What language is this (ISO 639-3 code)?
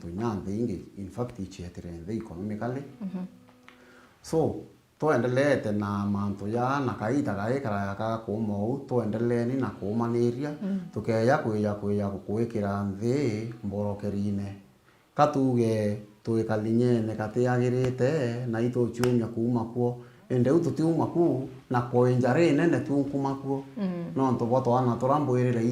mer